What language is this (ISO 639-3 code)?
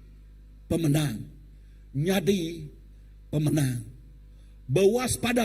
iba